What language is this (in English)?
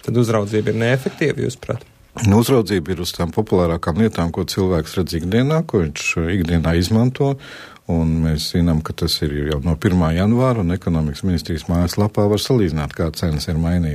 Latvian